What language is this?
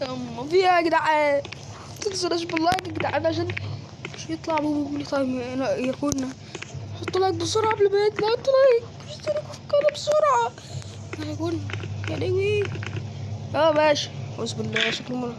Egyptian Arabic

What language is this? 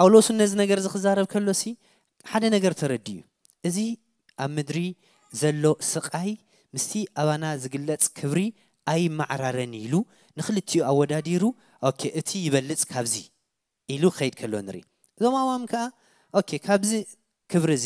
Tigrinya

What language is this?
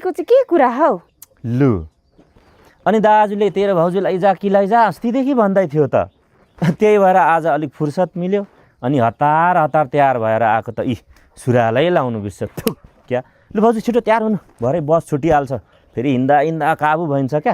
Nepali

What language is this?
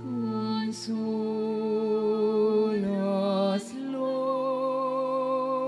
Filipino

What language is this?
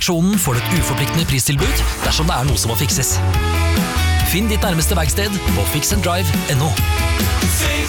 Norwegian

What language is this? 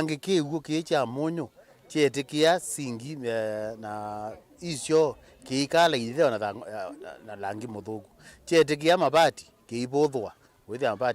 Kamba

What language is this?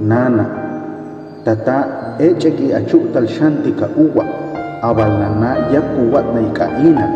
Huastec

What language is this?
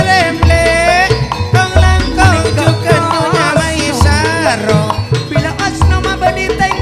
Madurese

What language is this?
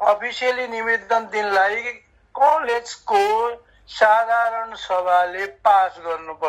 Nepali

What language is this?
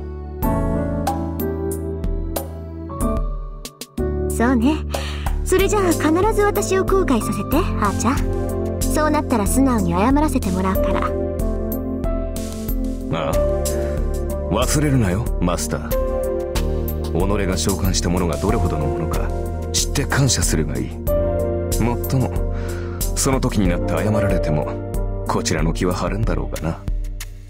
Japanese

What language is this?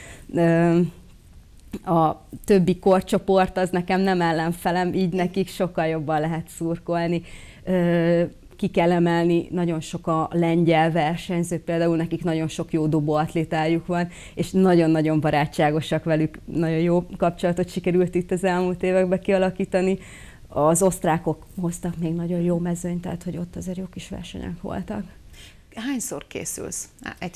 Hungarian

